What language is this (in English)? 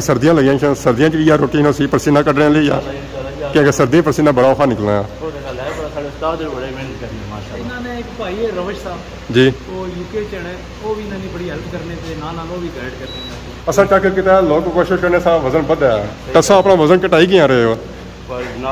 Pahari-Potwari